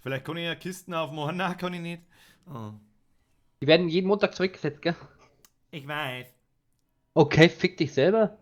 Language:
Bavarian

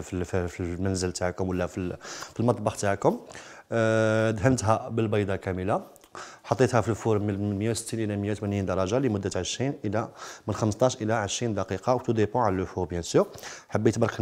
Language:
Algerian Arabic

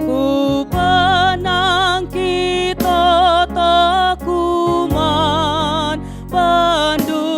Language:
Batak Karo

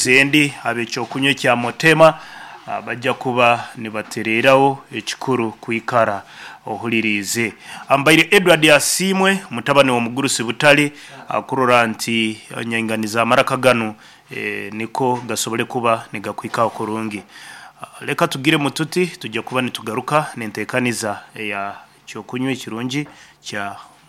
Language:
Nyankole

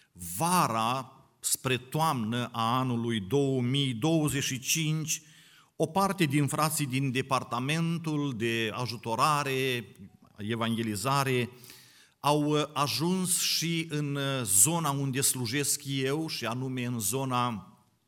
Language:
Romanian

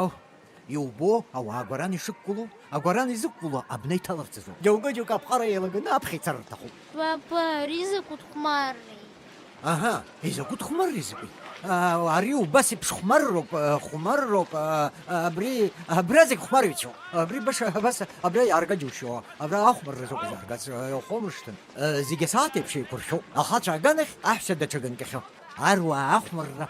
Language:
Abkhazian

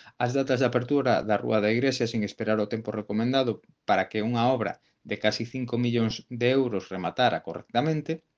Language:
Galician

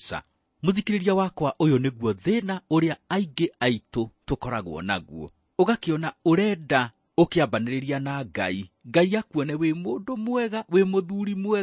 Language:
Kikuyu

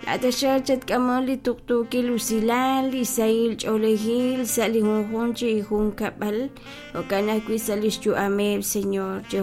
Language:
Kekchí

